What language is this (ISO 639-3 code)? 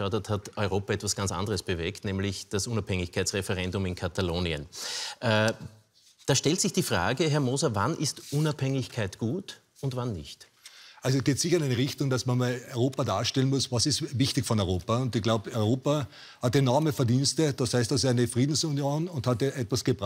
deu